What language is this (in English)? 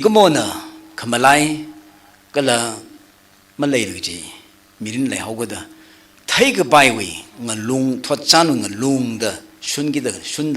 Tangkhul Naga (India)